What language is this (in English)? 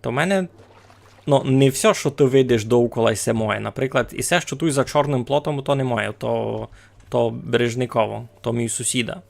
Rusyn